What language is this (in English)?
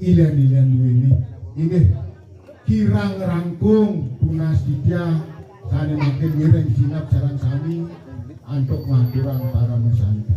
Balinese